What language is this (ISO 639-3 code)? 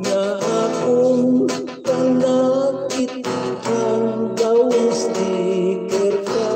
hil